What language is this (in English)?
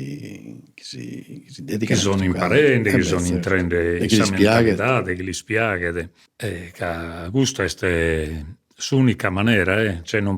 Sardinian